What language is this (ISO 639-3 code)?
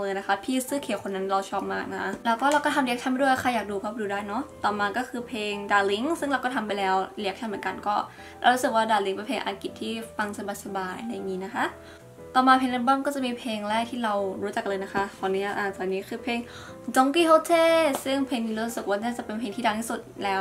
tha